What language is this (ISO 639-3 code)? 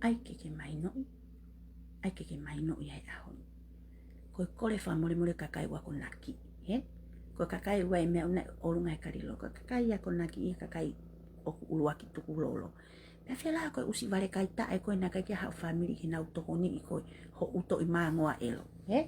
ton